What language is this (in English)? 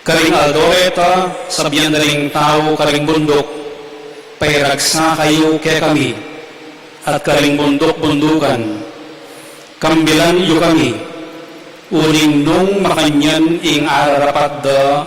Pampanga